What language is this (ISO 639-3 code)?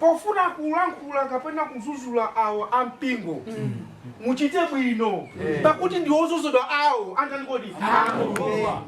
nya